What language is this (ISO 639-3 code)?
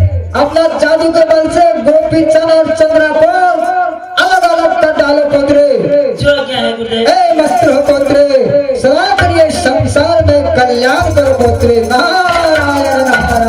mai